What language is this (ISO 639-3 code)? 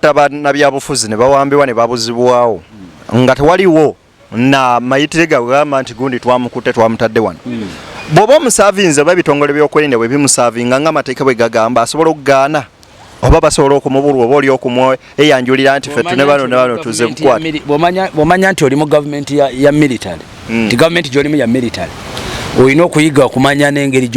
lug